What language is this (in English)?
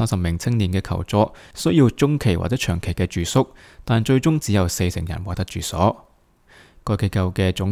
Cantonese